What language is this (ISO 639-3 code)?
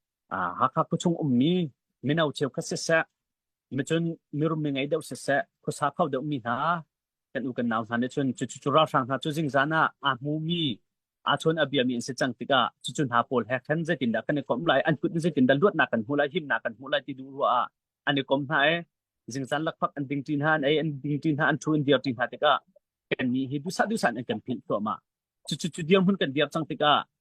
cnh